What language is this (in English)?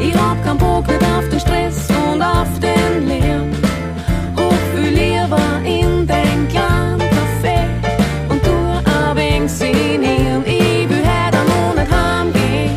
Bavarian